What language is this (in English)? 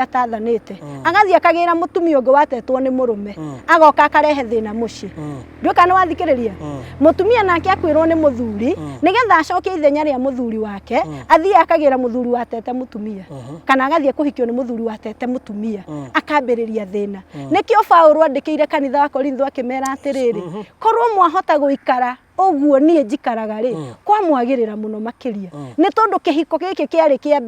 Kikuyu